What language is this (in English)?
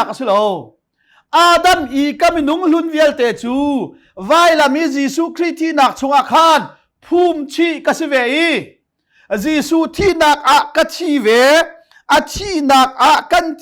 Hakha Chin